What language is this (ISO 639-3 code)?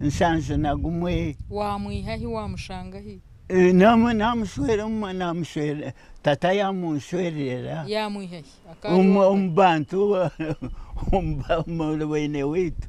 nyn